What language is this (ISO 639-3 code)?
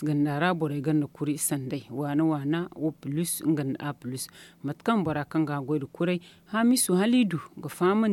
dje